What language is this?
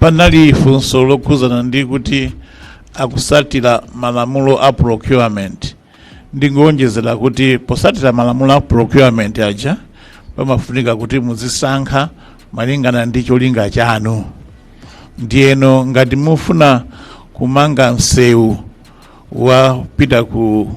Nyanja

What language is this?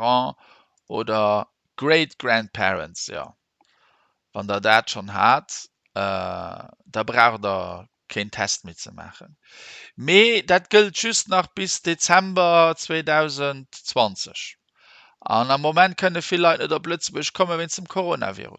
Luxembourgish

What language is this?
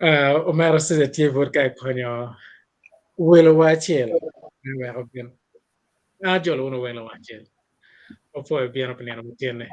Acoli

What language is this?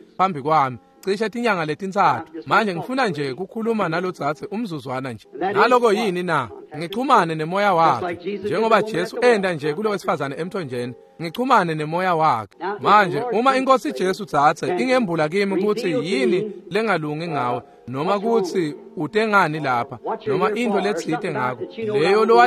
Swati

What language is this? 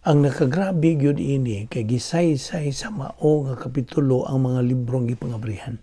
Cebuano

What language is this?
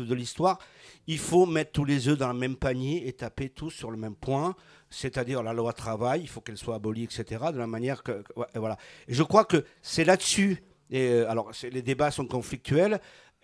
French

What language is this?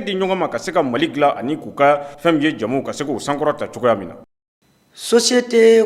Bambara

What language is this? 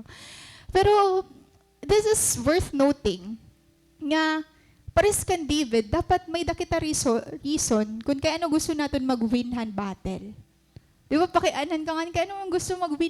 Waray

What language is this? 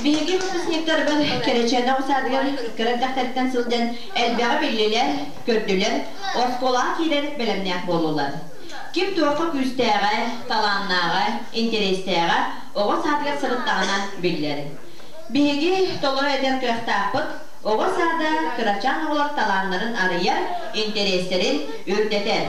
Yakut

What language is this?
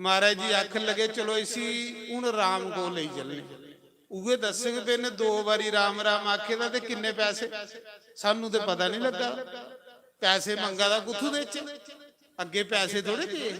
Dogri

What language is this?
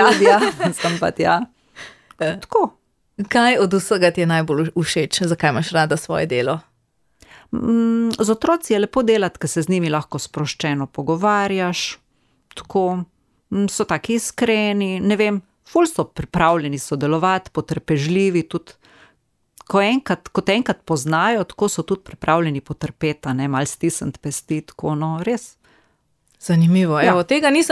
Slovenian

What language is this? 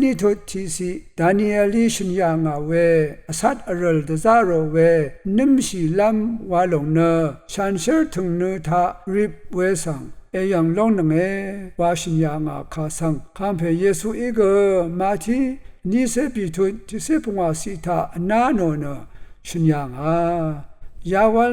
Rawang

